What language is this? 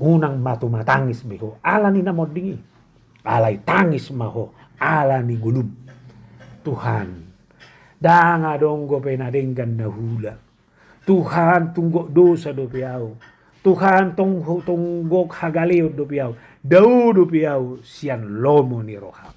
Batak Toba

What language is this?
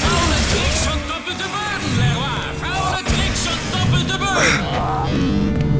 Bavarian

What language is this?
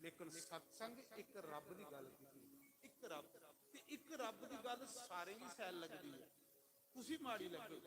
Dogri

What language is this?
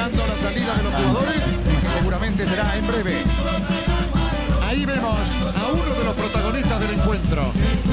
Spanish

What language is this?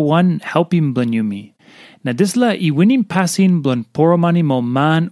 Tok Pisin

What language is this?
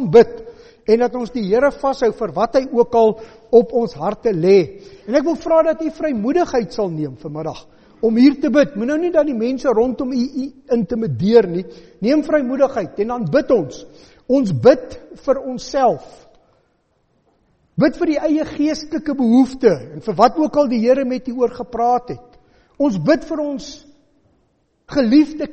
Afrikaans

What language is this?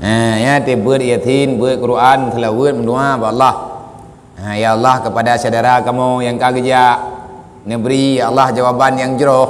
Achinese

